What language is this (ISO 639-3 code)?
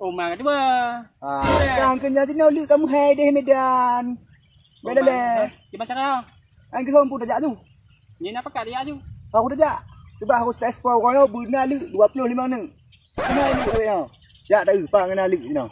ace